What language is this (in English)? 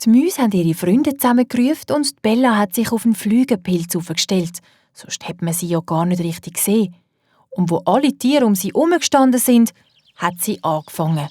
Swiss German